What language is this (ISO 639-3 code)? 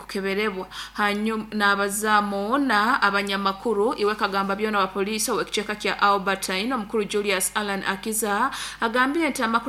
nyo